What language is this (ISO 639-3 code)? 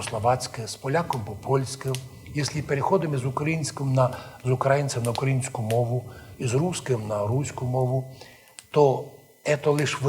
rue